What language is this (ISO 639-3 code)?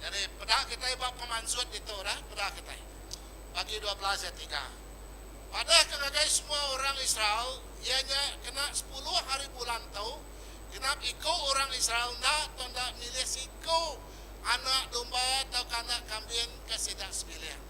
iba